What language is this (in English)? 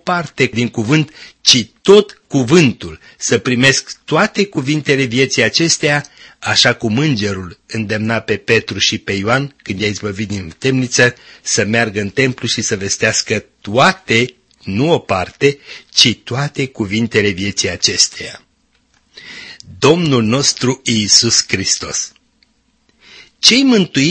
Romanian